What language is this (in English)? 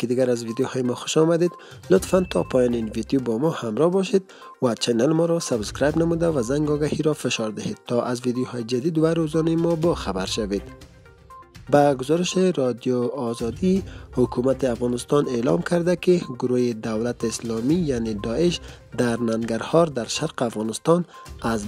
Persian